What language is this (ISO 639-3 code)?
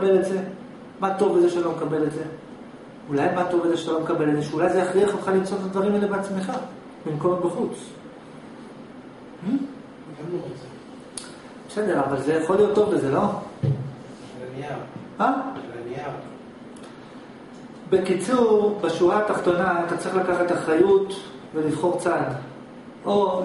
heb